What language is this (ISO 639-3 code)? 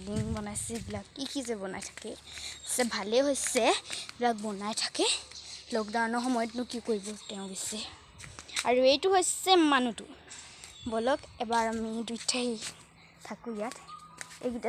asm